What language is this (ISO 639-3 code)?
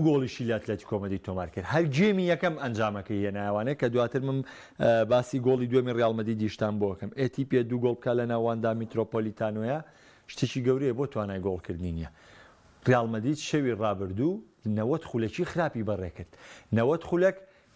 ckb